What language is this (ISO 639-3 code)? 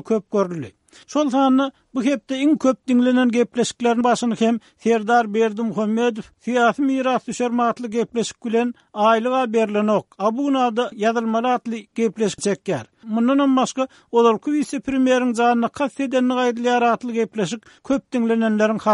tuk